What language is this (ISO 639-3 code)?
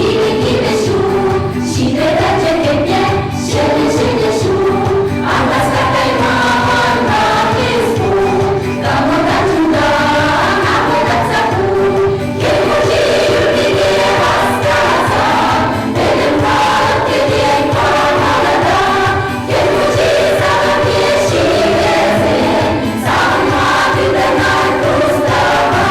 chv